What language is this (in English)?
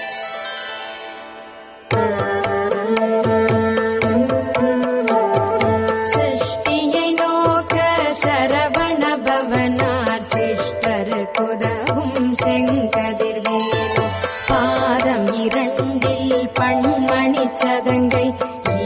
Tamil